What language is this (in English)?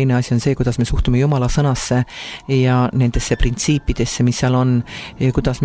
Estonian